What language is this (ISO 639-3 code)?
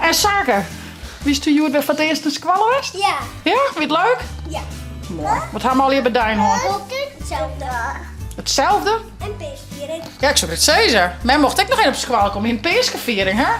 fry